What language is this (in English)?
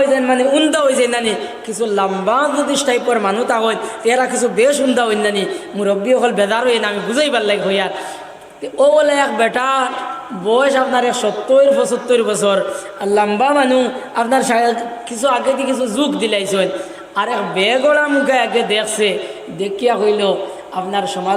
Sylheti